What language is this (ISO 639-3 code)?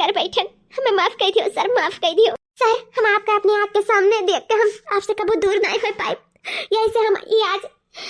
awa